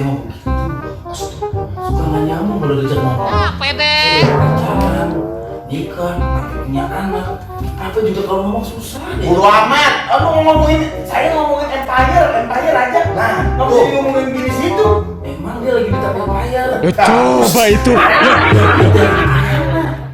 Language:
Betawi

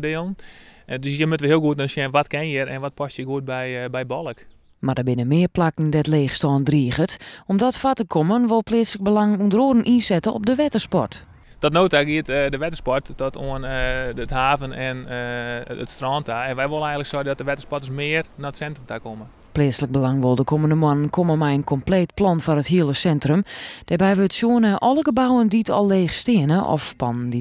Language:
Western Frisian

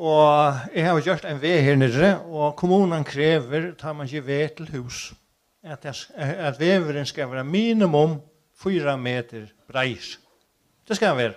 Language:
Faroese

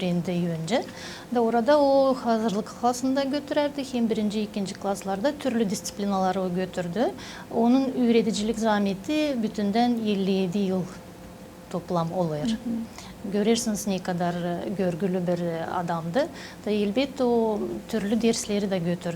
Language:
Gagauz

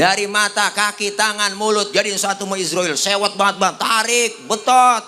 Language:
Betawi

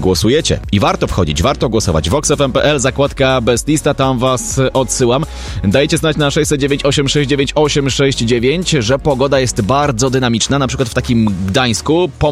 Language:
Polish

